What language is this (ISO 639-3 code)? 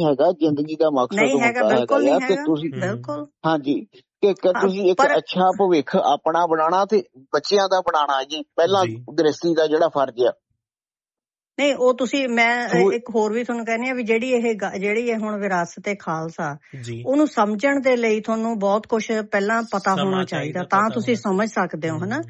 pan